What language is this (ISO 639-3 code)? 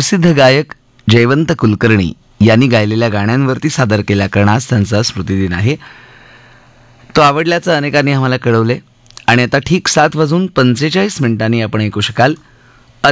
mar